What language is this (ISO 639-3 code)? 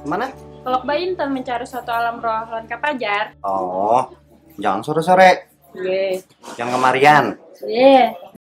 bjn